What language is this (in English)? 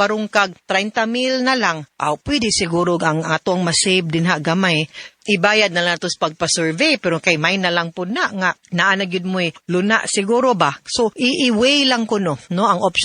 Cebuano